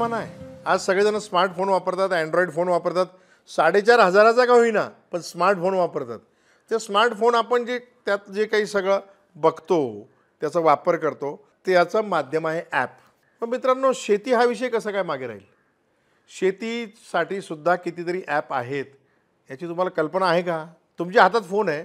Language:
Marathi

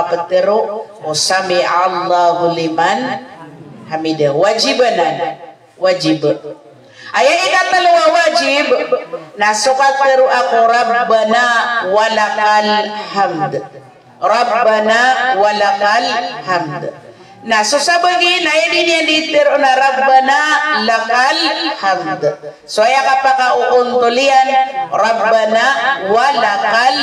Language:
Maranao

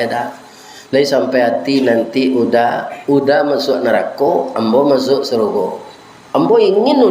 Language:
Minangkabau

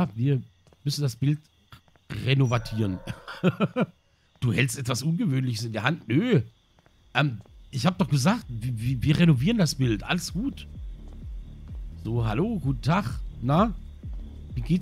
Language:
German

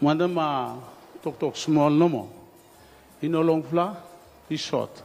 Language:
Bislama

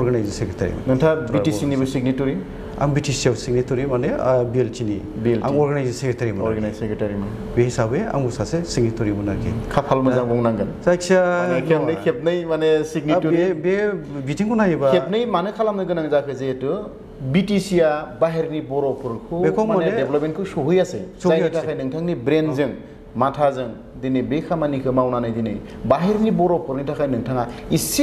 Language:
Bodo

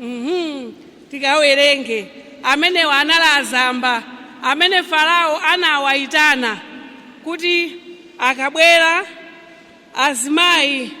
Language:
Nyanja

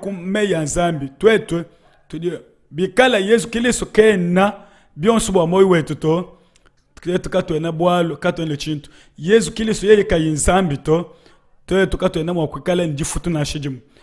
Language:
Luba-Lulua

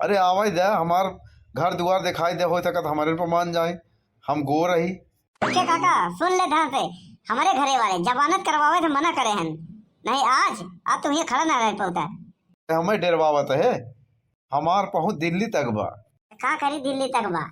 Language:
Awadhi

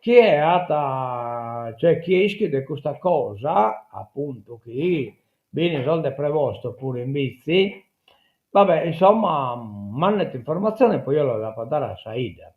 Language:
Sardinian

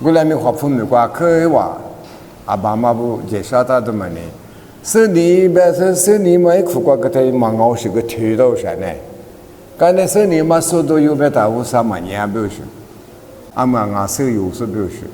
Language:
Lisu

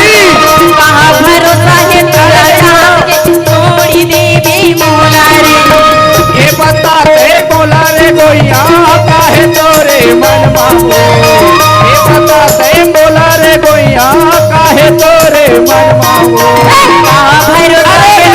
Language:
Chhattisgarhi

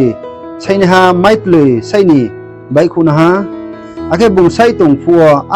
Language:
Riang (India)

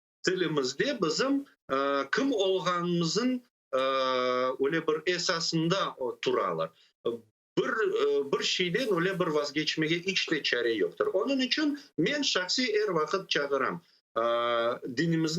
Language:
Crimean Tatar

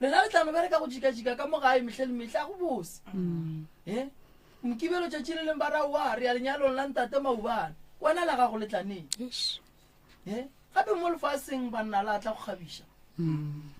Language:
Northern Sotho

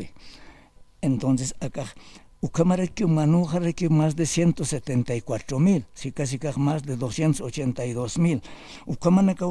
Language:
Aymara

